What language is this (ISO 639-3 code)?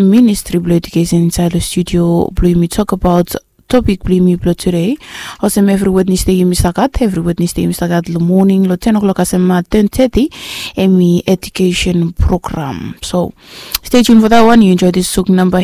bis